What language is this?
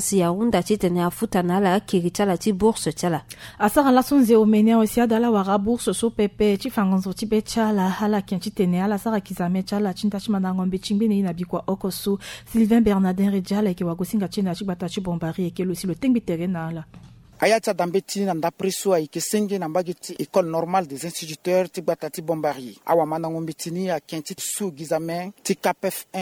Sango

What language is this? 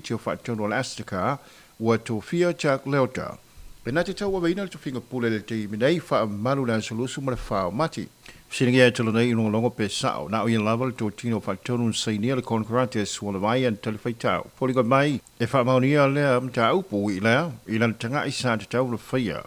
Samoan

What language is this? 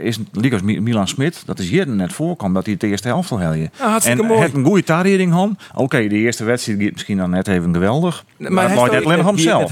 Western Frisian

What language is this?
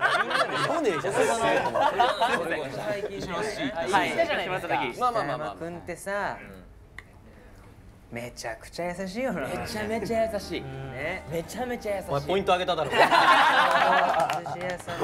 Japanese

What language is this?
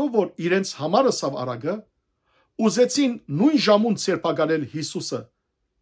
Western Armenian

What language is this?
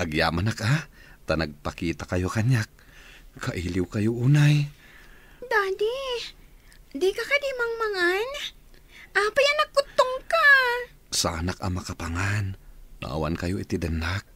Iloko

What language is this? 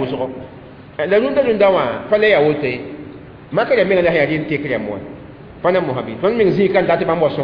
Mossi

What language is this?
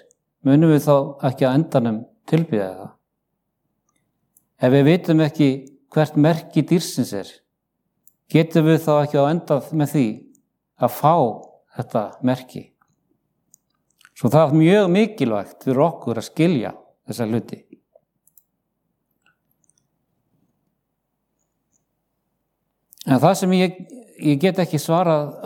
Icelandic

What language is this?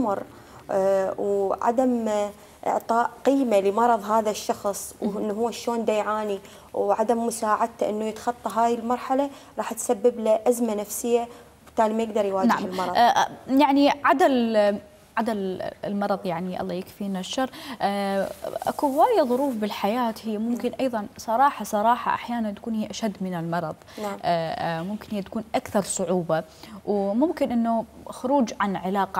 Mesopotamian Arabic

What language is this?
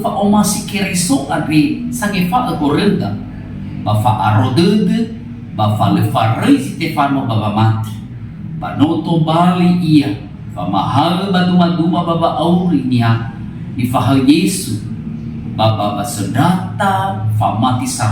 Nias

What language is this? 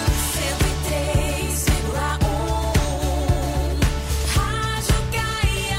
Portuguese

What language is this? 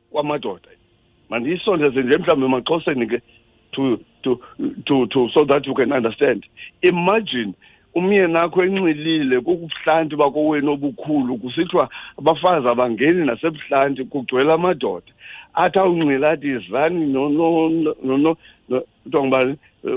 Xhosa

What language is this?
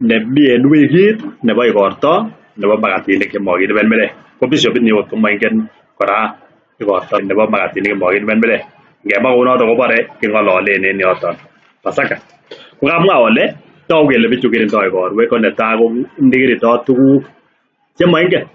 Kalenjin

